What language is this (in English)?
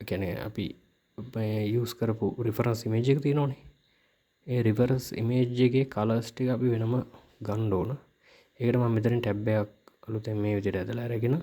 Sinhala